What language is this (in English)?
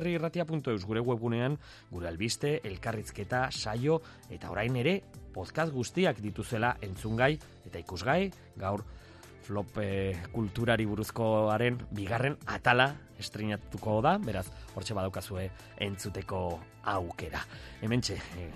Basque